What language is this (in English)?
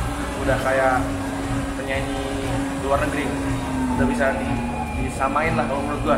Indonesian